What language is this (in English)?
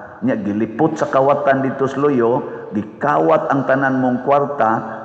Cebuano